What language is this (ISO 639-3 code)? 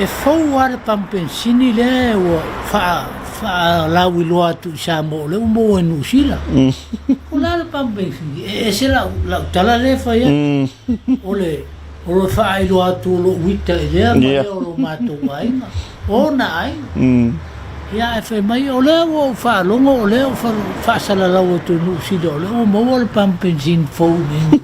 smo